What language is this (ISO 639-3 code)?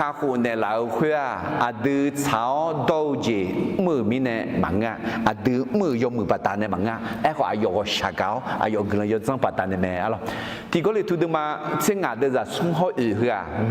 ahk